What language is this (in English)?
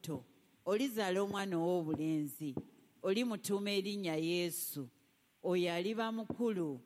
Ganda